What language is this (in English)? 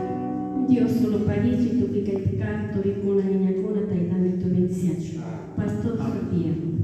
Chimborazo Highland Quichua